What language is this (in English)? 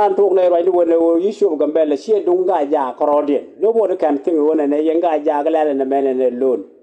Nuer